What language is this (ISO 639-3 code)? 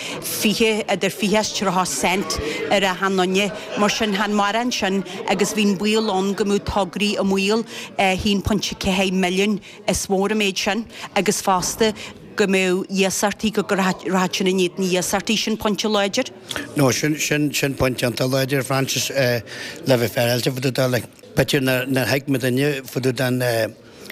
gle